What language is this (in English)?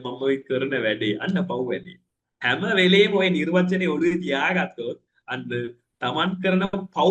Sinhala